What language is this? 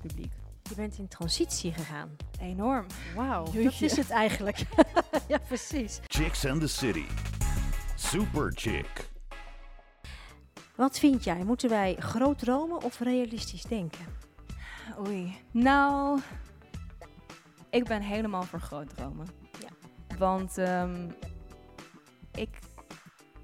Dutch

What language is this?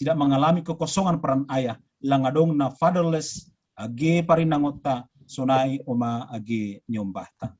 Batak Simalungun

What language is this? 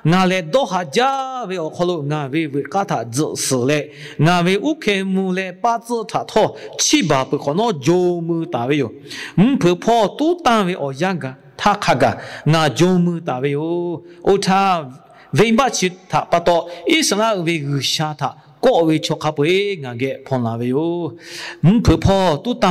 Lahu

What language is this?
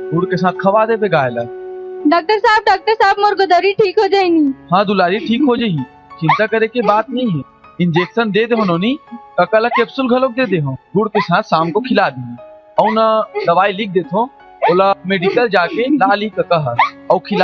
Chhattisgarhi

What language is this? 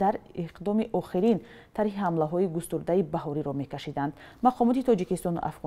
Tajik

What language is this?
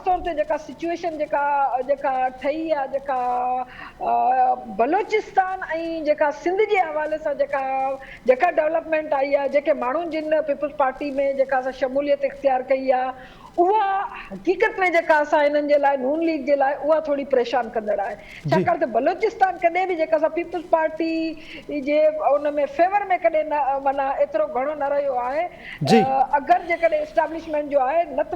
Sindhi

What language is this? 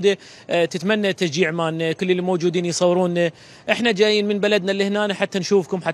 Mesopotamian Arabic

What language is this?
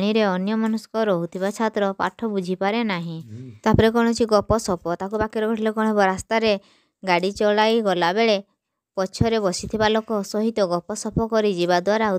Odia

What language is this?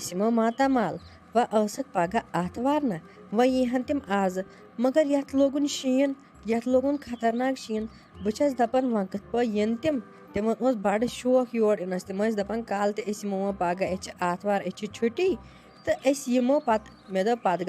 Kashmiri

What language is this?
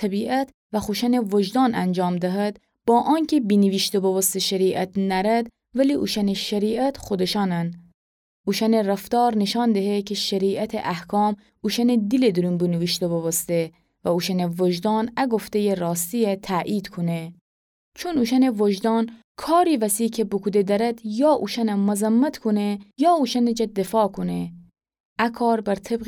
Gilaki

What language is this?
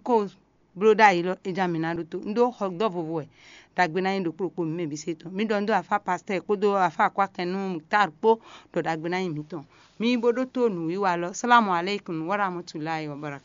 Fon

